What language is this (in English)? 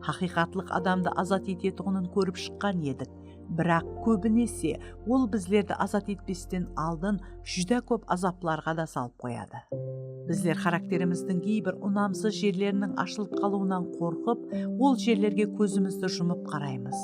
Kara-Kalpak